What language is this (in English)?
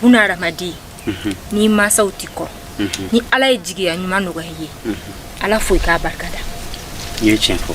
Bambara